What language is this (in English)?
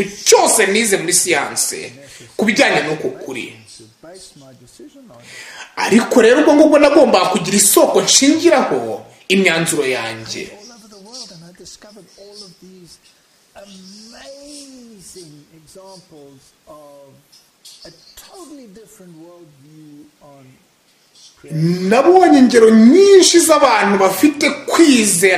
Kinyarwanda